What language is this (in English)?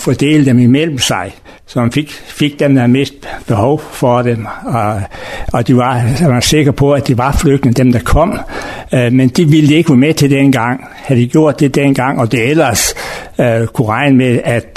Danish